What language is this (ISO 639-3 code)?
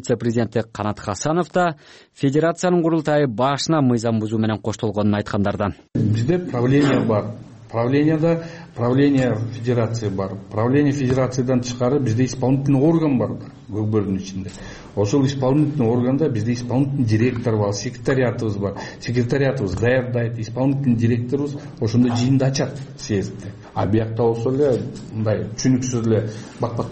kir